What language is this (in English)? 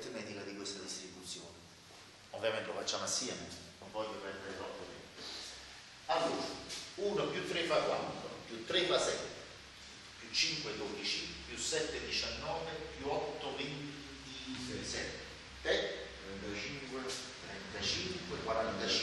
Italian